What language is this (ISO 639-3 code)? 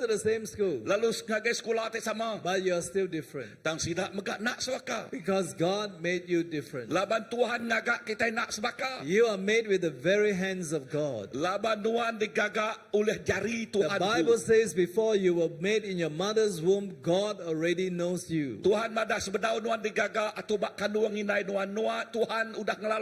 iba